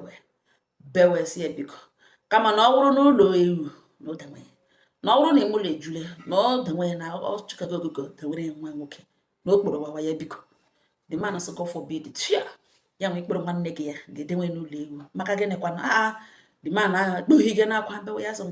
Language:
Igbo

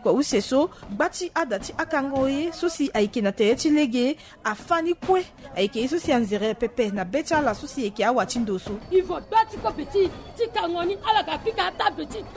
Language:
Sango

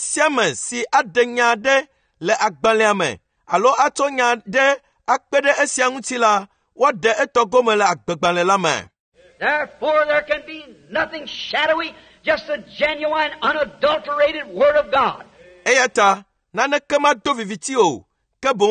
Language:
Ewe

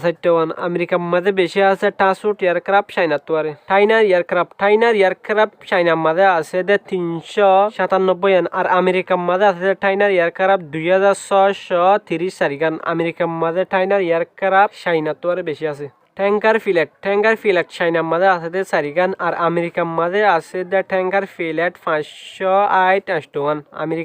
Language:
Rohingya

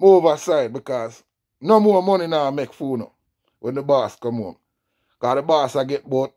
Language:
Jamaican Creole English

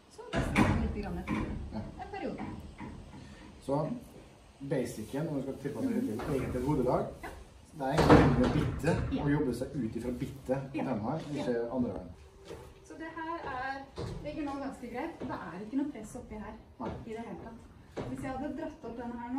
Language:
Norwegian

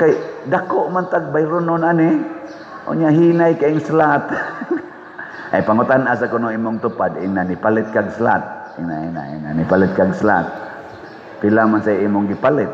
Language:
Cebuano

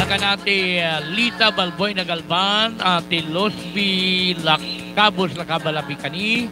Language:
Waray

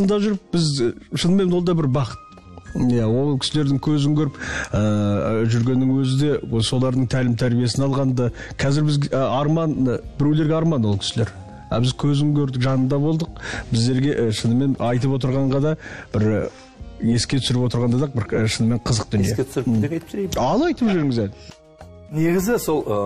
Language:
Kazakh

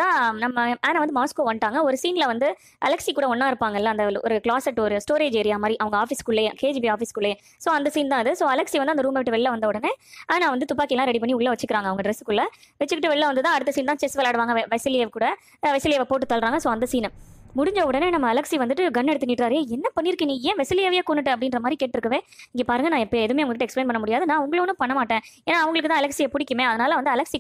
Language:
Tamil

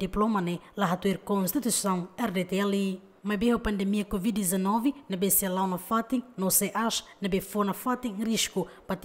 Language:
Tetum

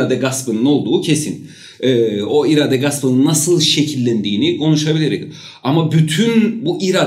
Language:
Turkish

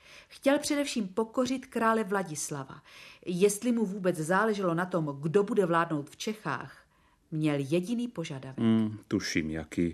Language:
Czech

